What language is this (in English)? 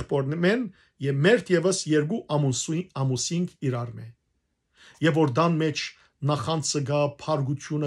Western Armenian